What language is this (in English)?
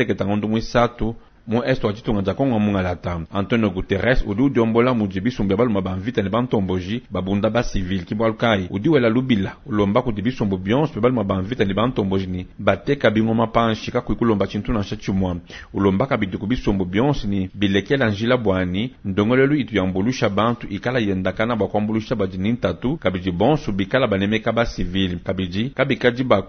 Luba-Lulua